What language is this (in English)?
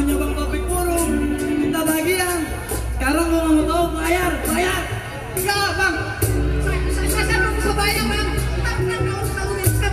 Betawi